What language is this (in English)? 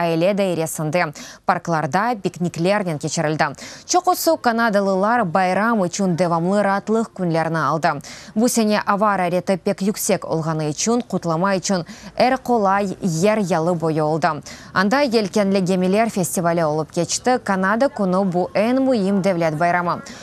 Crimean Tatar